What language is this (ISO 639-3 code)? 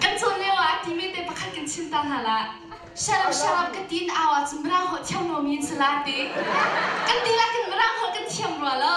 cnh